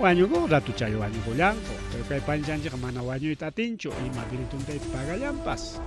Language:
Ayacucho Quechua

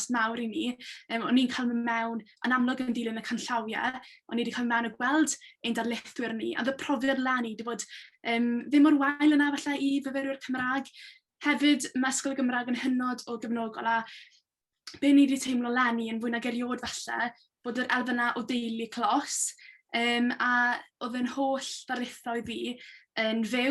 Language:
Welsh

